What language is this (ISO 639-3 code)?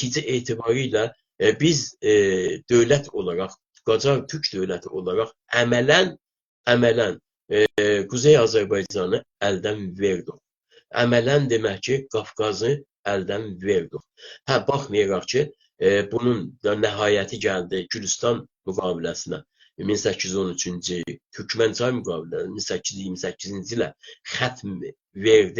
azb